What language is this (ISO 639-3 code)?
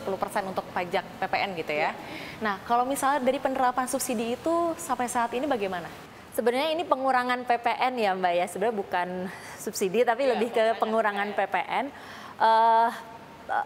ind